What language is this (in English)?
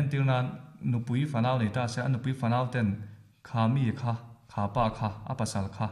Mizo